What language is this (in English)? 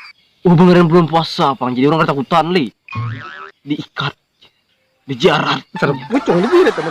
Banjar